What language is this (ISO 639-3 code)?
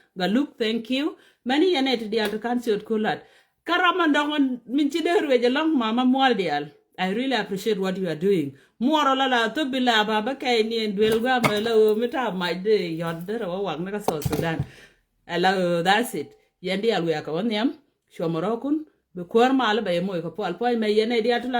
nus